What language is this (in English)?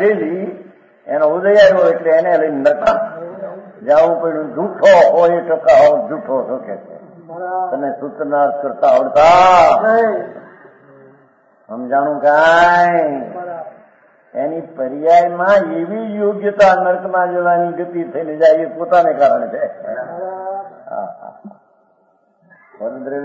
Gujarati